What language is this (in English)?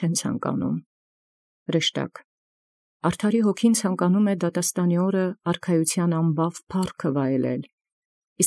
Armenian